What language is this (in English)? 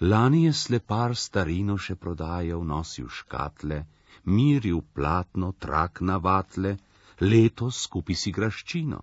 Slovenian